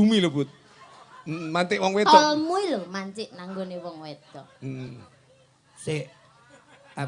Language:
Javanese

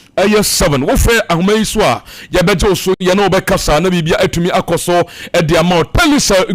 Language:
Akan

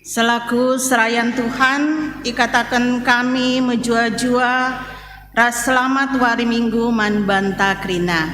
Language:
Batak Karo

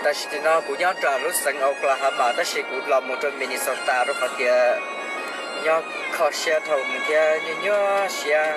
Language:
Hmong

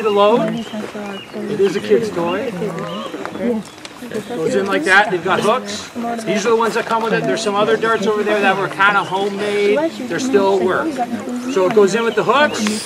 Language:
English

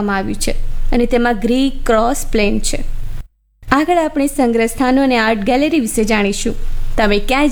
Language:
Gujarati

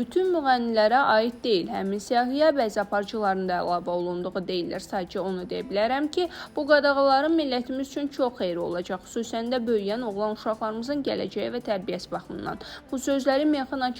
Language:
Azerbaijani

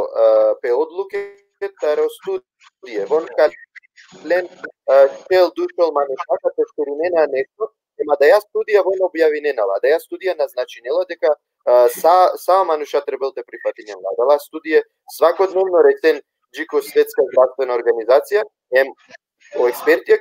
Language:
Balkan Romani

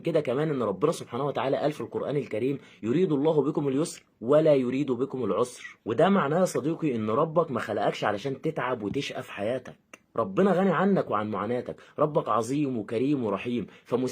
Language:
Egyptian Arabic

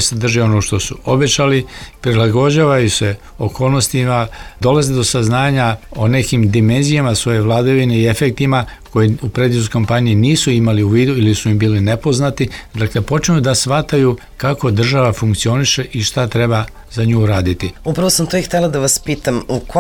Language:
Serbian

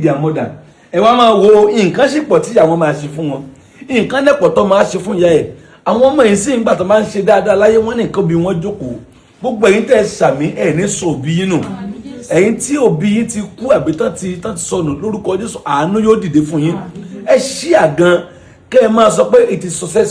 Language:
Yoruba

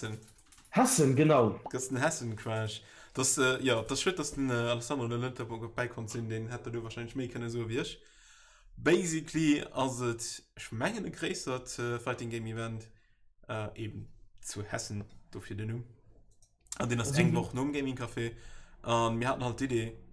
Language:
Luxembourgish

